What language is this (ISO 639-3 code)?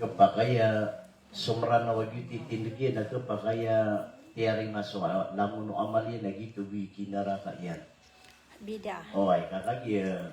mrw